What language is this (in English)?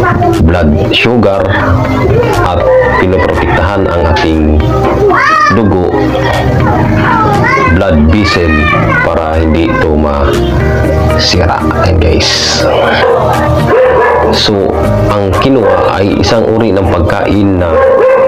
Filipino